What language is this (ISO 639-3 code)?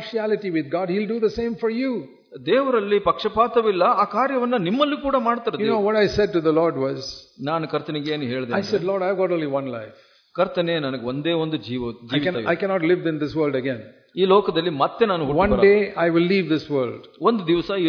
kan